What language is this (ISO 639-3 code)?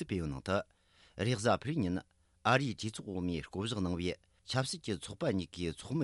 bod